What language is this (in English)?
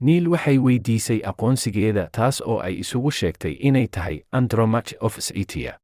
Somali